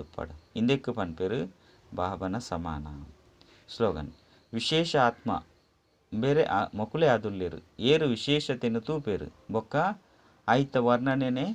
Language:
Tulu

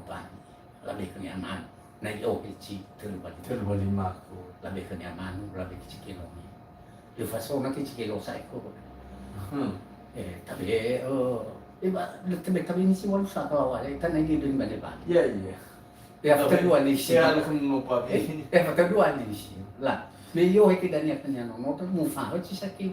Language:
Nias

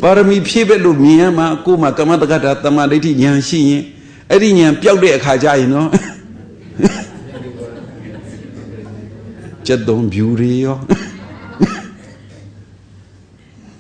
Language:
Burmese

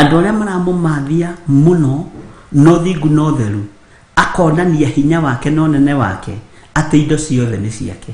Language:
Kikuyu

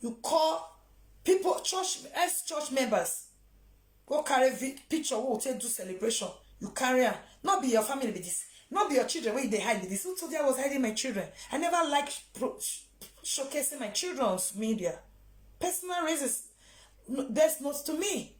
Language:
Nigerian Pidgin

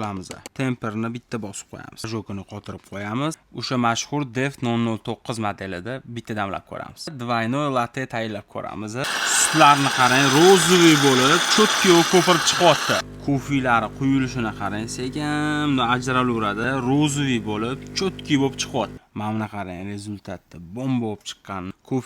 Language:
Uzbek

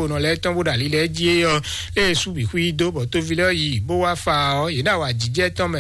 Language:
Fon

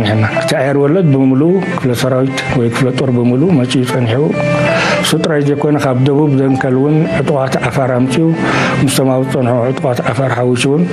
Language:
Tigrinya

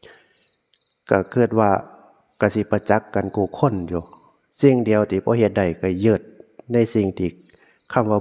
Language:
Northeastern Thai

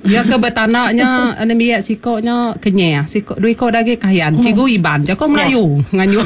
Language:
Iban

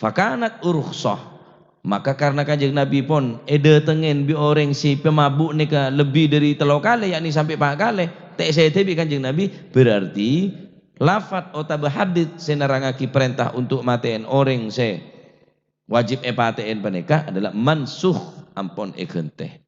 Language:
Madurese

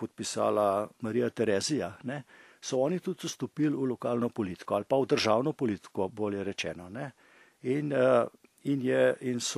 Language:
Slovenian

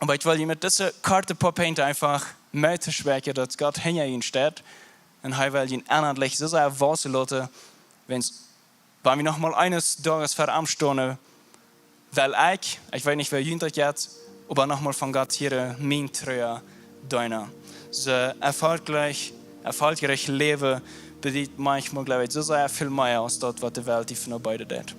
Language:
Plautdietsch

